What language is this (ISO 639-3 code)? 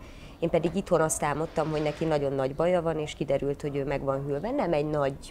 hun